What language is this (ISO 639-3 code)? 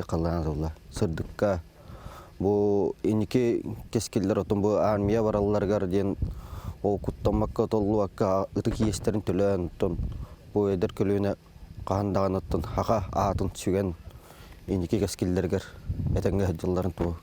sah